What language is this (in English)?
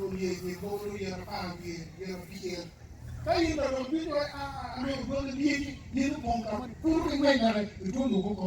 Acoli